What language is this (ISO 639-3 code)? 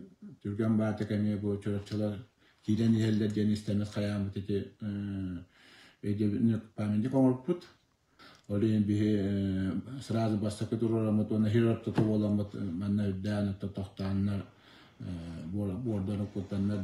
sah